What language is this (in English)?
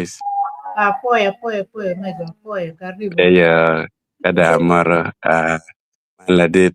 Acoli